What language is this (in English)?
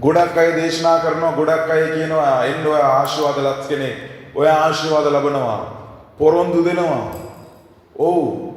Sinhala